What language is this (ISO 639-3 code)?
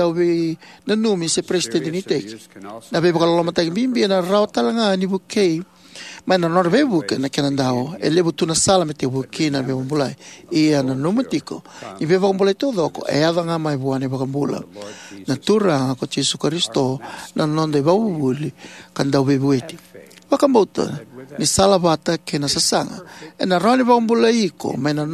fij